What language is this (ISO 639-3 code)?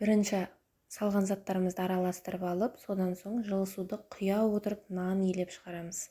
kaz